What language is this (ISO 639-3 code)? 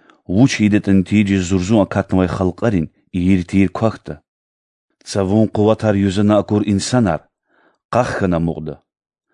lez